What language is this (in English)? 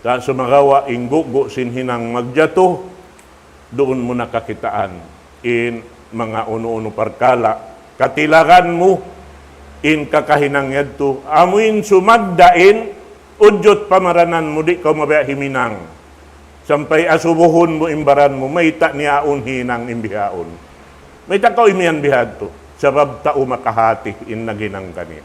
Tausug